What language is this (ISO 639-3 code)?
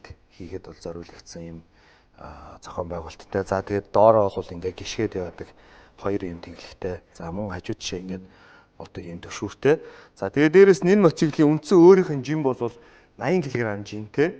mon